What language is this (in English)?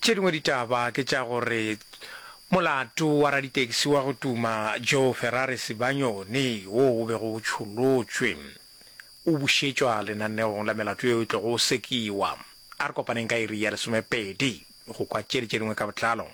Northern Sotho